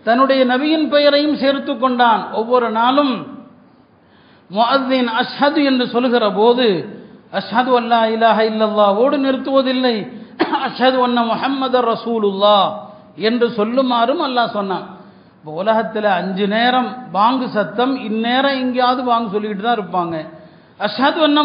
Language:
Tamil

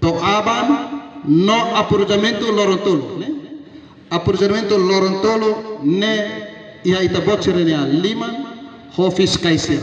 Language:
Tetum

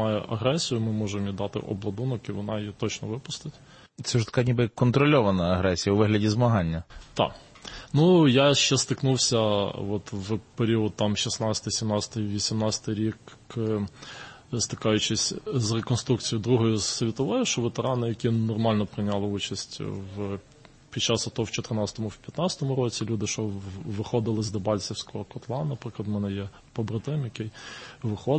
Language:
Ukrainian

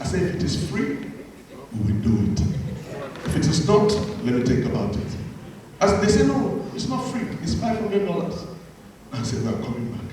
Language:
Nigerian Pidgin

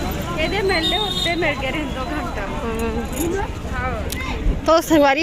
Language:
Chhattisgarhi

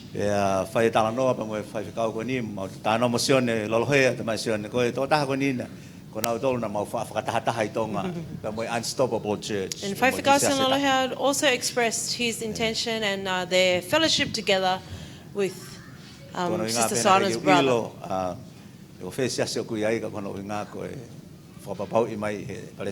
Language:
Tongan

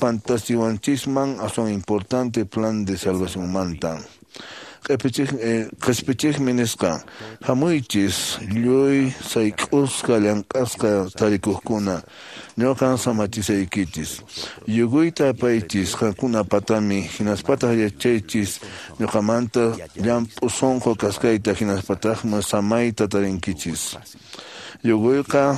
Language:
Quechua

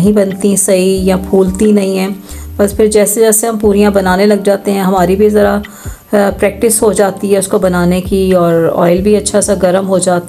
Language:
Hindi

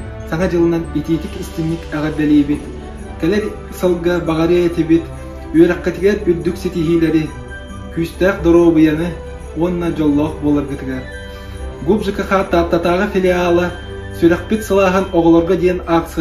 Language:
Yakut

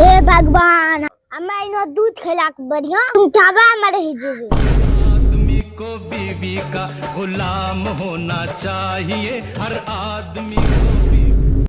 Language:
Angika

